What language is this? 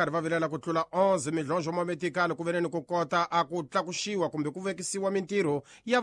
Tsonga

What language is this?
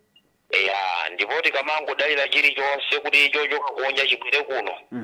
Nyanja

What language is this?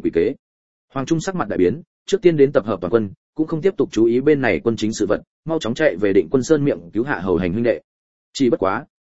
Vietnamese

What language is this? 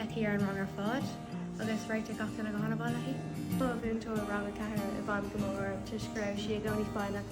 Irish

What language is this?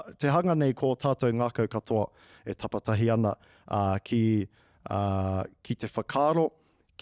Māori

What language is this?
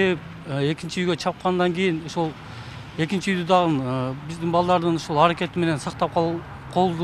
Kyrgyz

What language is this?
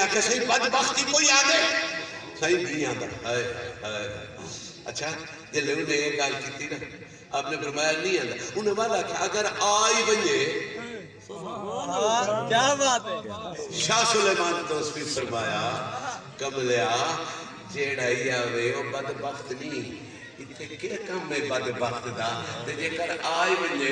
Saraiki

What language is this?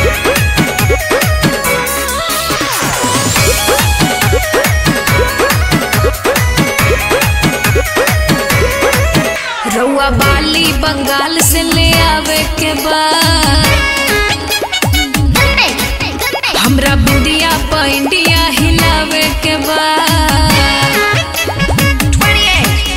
Bhojpuri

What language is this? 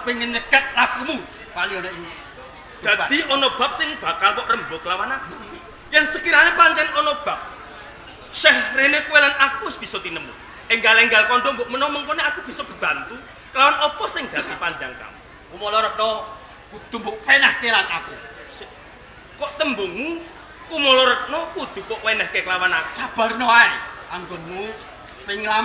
Javanese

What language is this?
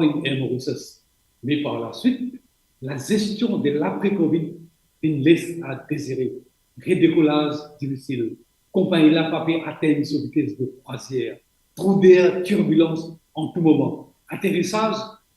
Morisyen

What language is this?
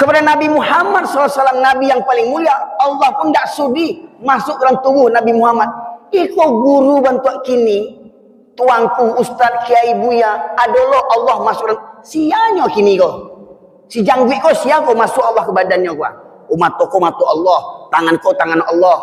Minangkabau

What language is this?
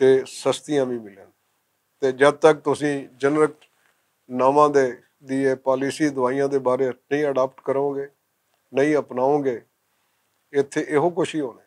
Western Panjabi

